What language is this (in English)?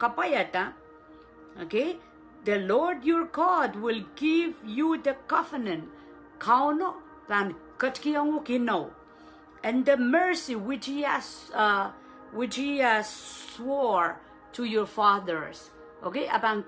Pohnpeian